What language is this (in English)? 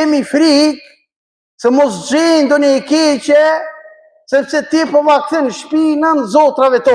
Albanian